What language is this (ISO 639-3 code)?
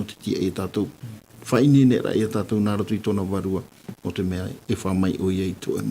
tah